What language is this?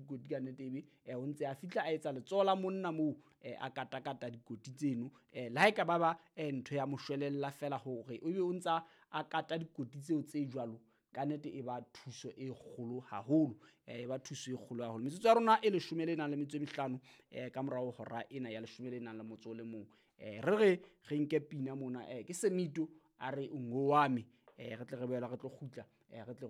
Southern Sotho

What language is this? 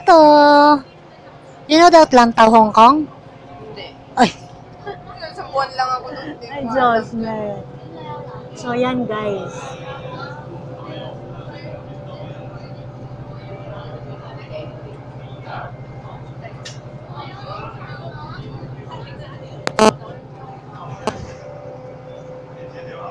Filipino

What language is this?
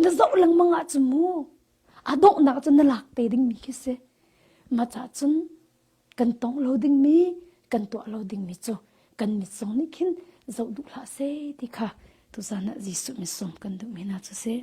Hakha Chin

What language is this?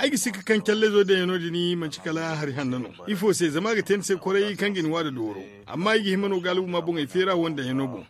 Zarma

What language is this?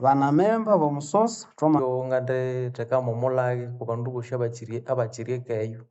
Nande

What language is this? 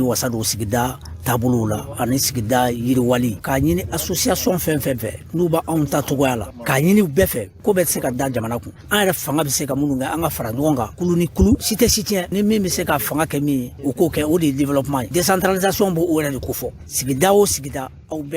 Bambara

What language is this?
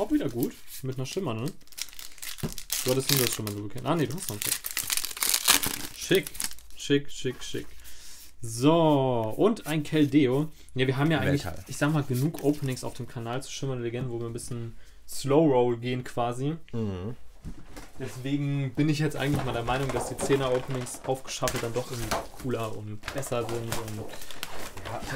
German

